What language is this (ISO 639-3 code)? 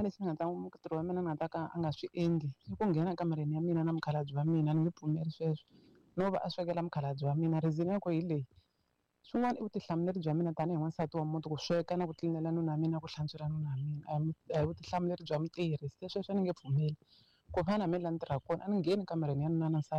tso